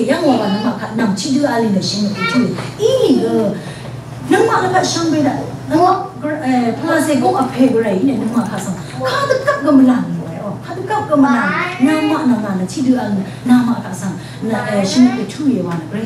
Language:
Rawang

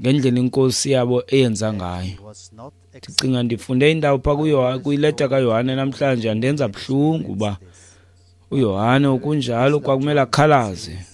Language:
Xhosa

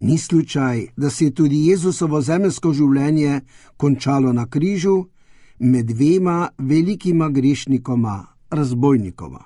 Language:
Slovenian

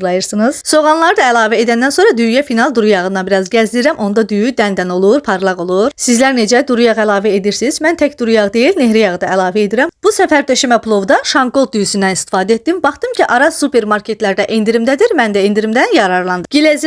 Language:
Azerbaijani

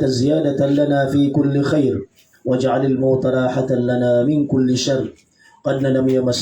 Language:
Maranao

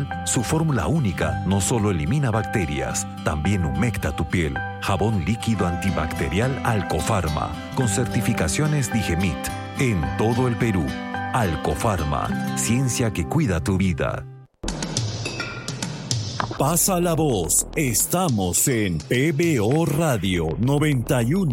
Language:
Spanish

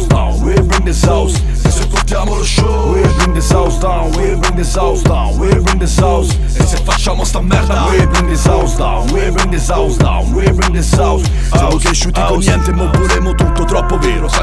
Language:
Italian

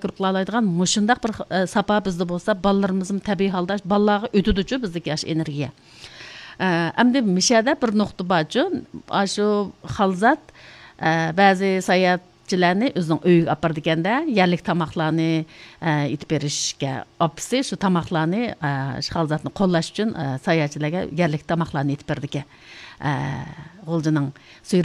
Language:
Uyghur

